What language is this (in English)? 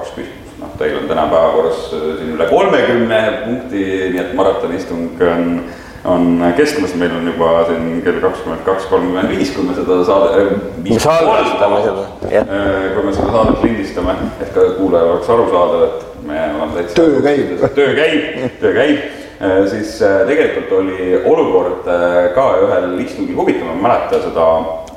Estonian